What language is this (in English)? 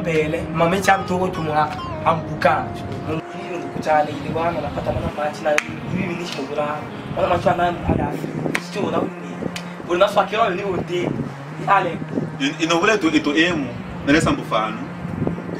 Swahili